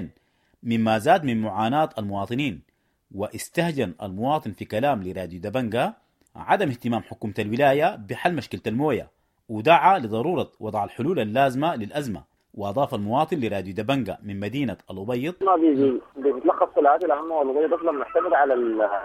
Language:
Sudanese Arabic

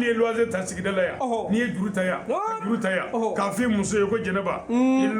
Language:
Bambara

